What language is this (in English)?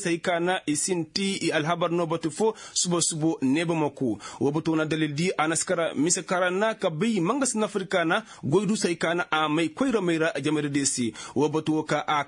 Koyraboro Senni